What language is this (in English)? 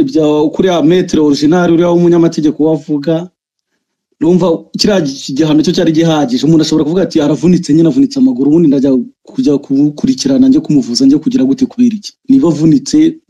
Kinyarwanda